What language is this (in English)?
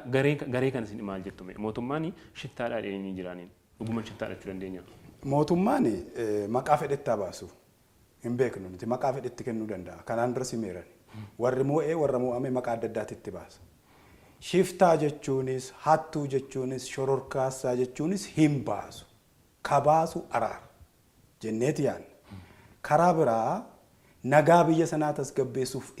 Oromo